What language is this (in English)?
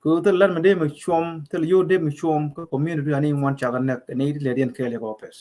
Nuer